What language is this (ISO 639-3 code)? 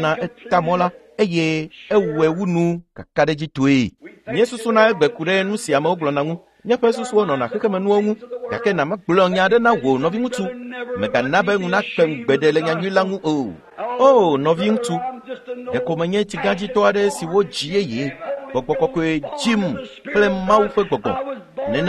ewe